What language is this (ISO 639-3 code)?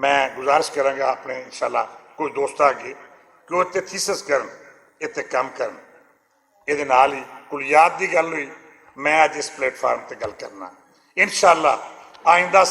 lah